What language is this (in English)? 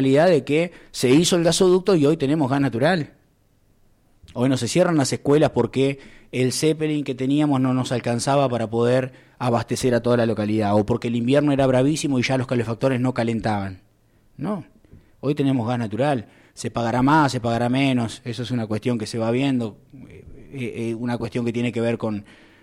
Spanish